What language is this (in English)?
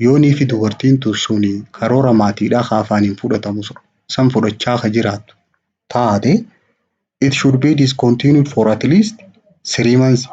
Oromo